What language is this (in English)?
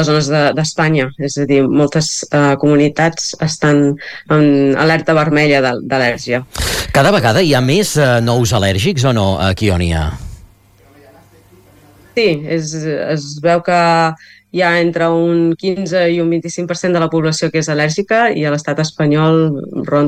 Catalan